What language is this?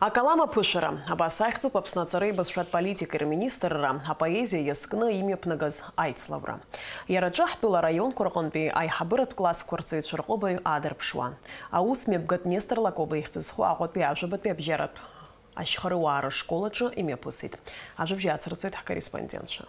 Abkhazian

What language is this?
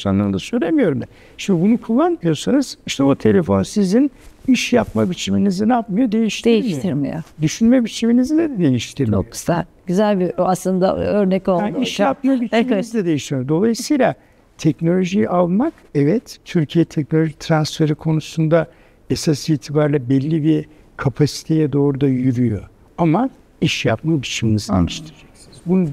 Turkish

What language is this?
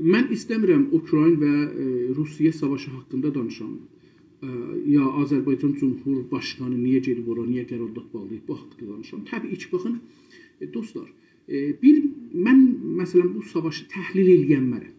South Azerbaijani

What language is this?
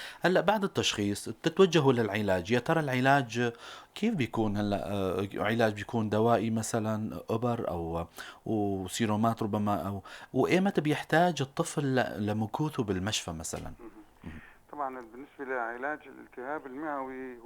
North Levantine Arabic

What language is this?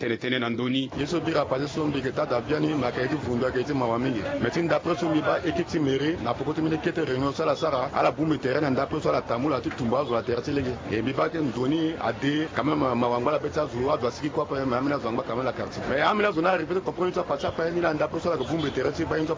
Sango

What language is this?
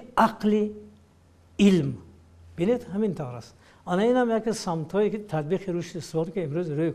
Tajik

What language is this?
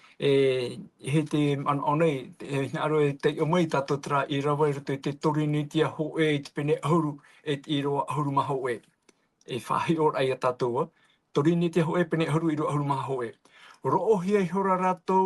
Tahitian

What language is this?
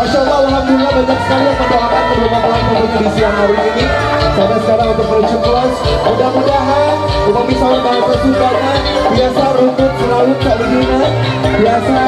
Sundanese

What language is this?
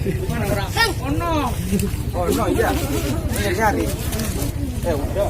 Betawi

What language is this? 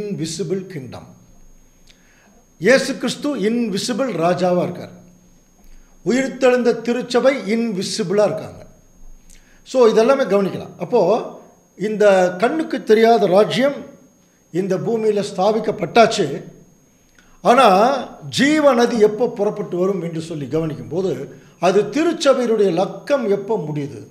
Tamil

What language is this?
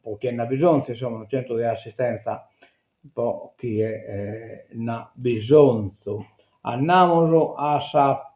Sardinian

